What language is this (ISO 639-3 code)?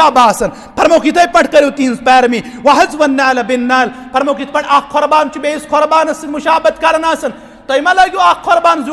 kas